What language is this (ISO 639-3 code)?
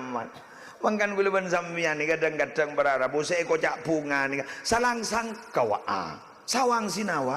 mad